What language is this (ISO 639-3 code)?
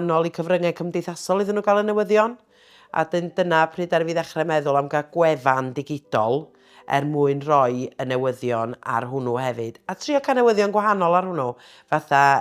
cym